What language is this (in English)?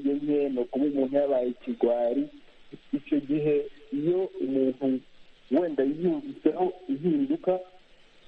Kinyarwanda